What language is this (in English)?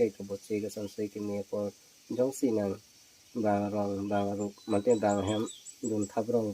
Karbi